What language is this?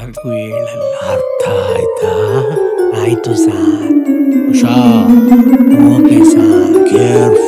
Kannada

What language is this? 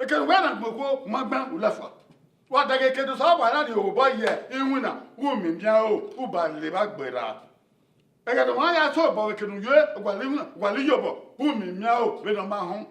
Bini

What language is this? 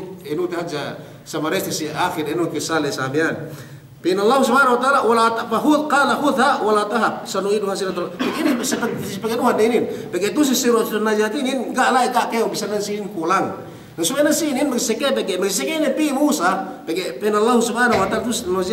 Yakan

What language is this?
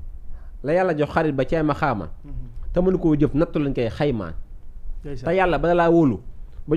Wolof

